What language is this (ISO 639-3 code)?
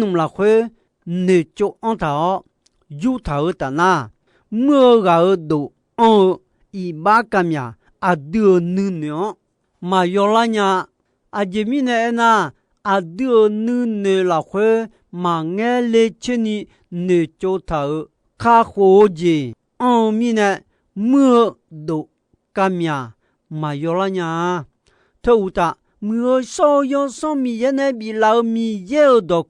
ahk